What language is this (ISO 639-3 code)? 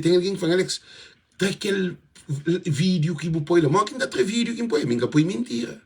kea